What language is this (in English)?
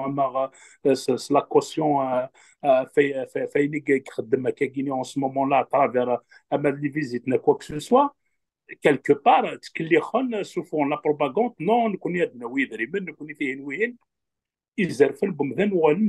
Kabyle